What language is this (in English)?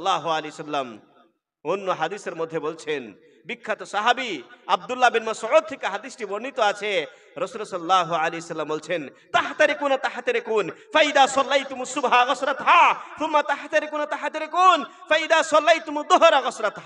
Bangla